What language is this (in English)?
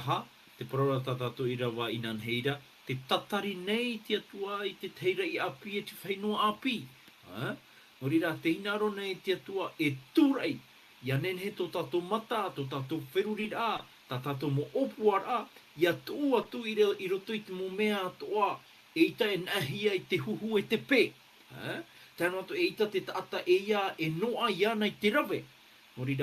Tahitian